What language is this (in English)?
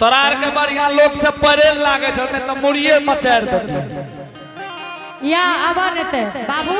Angika